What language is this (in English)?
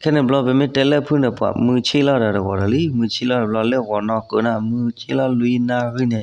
S'gaw Karen